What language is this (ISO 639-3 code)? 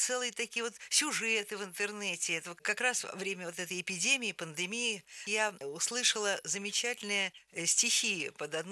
rus